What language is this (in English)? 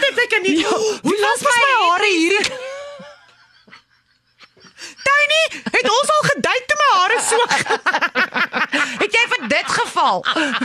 Afrikaans